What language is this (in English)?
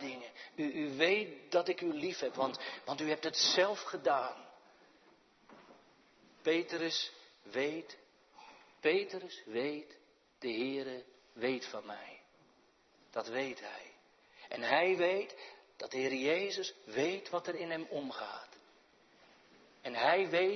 Dutch